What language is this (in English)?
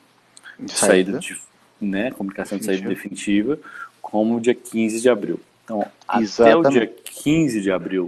Portuguese